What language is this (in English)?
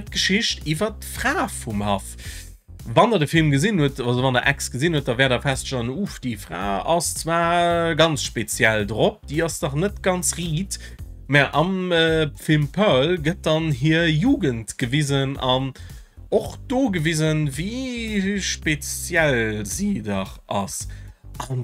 Luxembourgish